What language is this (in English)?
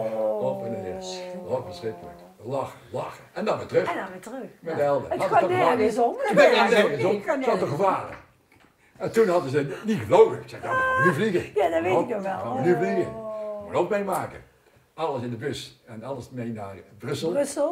Dutch